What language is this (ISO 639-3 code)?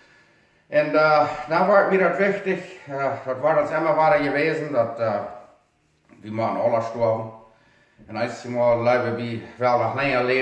pdt